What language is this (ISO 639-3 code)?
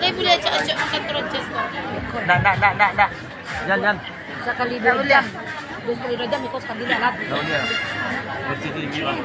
min